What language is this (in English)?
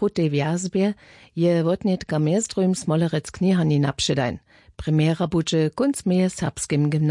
Upper Sorbian